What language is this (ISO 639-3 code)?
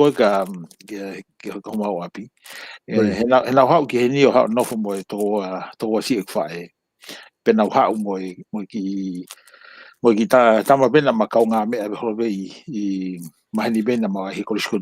ton